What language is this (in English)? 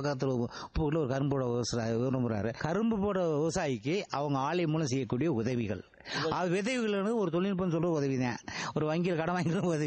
Tamil